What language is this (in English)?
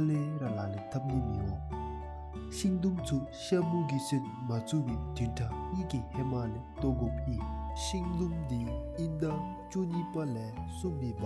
Dzongkha